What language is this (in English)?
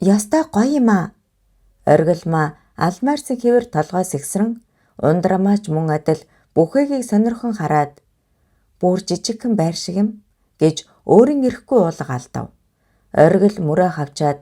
Mongolian